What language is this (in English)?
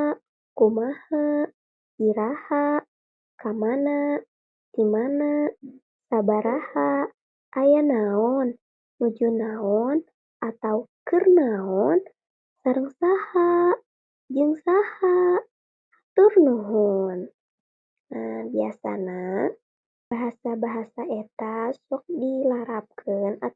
Sundanese